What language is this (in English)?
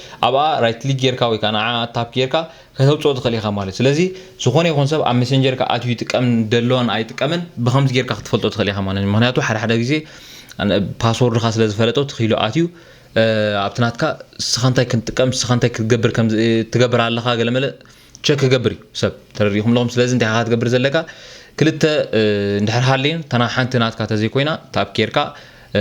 Tigrinya